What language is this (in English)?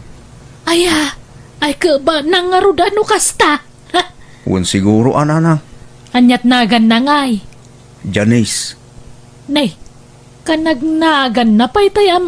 Iloko